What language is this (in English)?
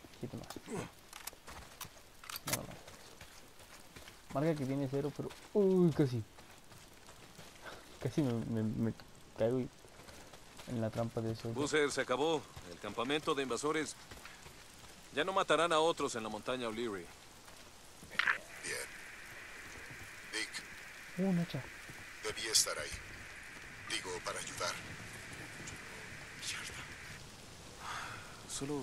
Spanish